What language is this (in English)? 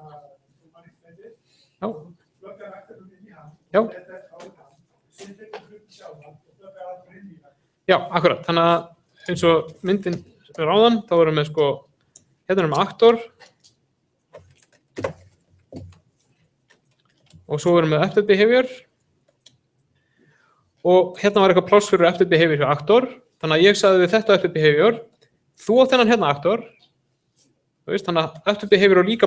Icelandic